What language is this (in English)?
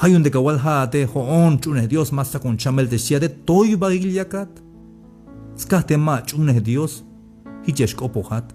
Tzeltal